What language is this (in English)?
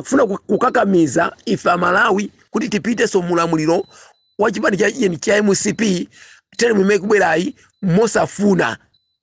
Nyanja